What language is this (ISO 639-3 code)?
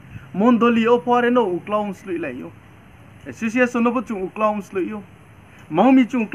ria